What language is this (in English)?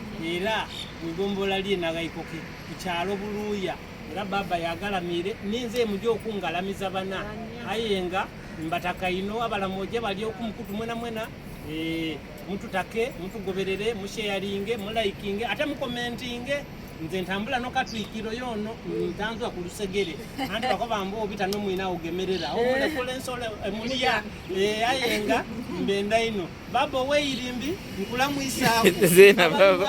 Soga